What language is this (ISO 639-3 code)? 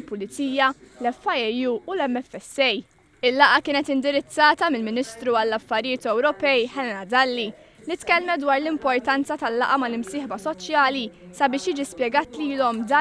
mlt